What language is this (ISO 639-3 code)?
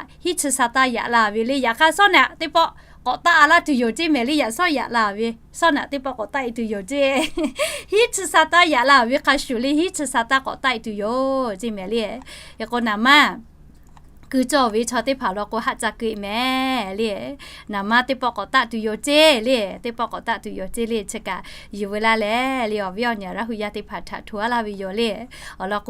lhu